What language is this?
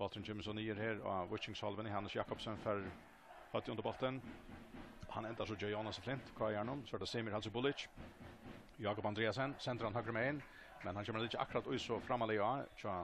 Faroese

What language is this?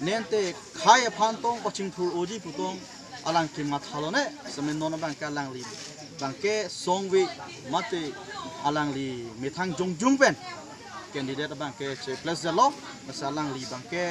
Karbi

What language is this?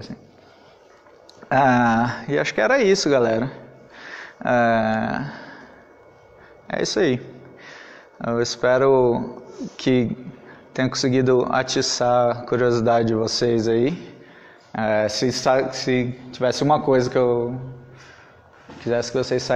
Portuguese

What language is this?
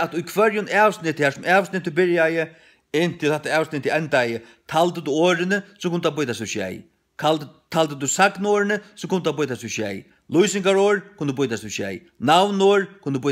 Faroese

